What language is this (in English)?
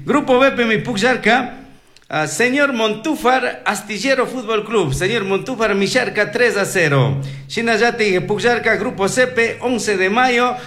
Chimborazo Highland Quichua